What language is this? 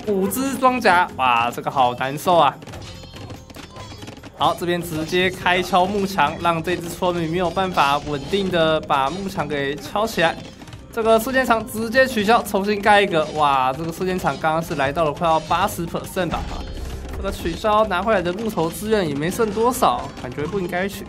Chinese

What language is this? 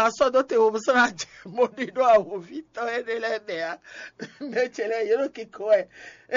Fon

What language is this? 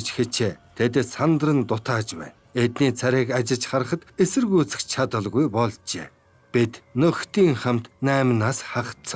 Mongolian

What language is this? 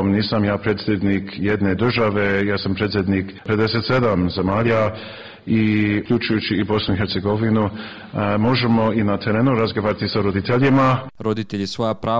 Bosnian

